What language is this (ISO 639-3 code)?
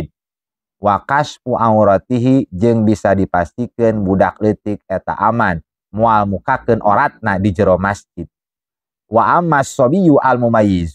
sun